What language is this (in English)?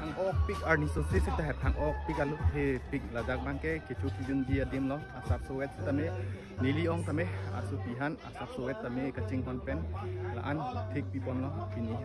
Karbi